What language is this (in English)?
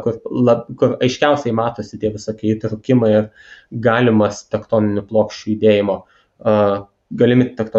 Lithuanian